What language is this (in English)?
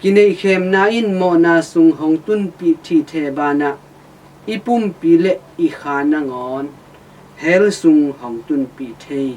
Tedim Chin